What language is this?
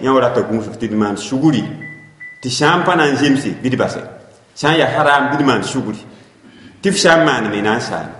Mossi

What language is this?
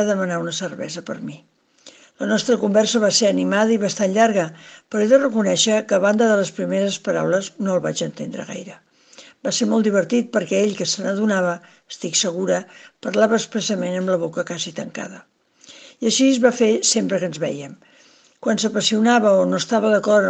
Catalan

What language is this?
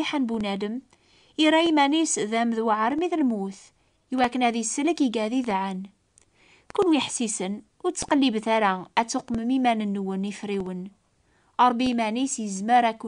Kabyle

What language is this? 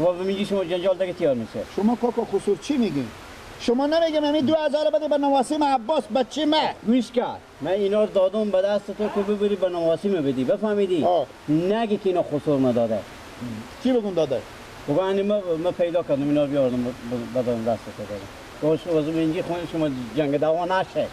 Persian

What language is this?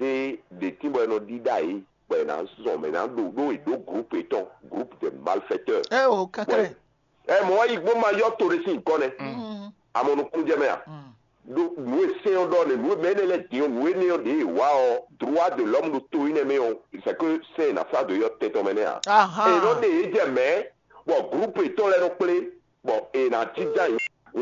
Fon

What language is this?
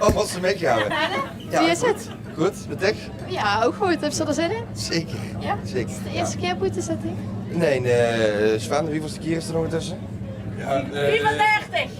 Limburgish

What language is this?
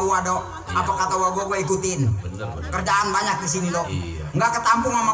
Betawi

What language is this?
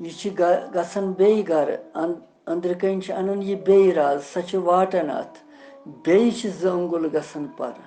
Kashmiri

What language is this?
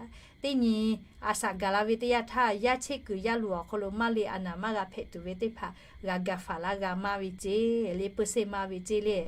Lahu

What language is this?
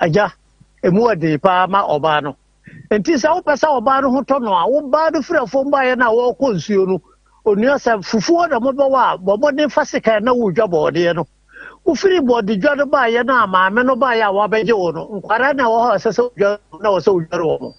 Akan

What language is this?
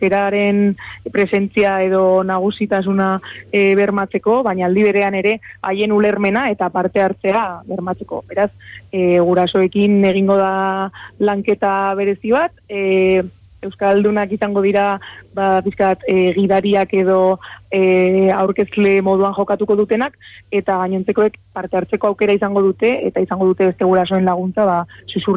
Basque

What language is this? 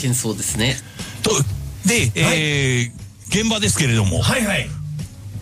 Japanese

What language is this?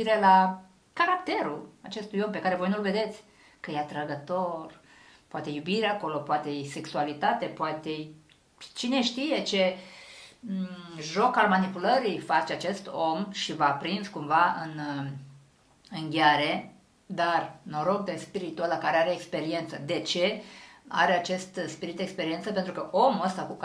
Romanian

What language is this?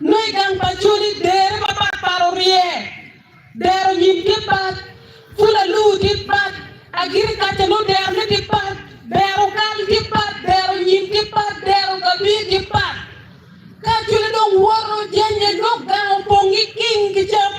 Acoli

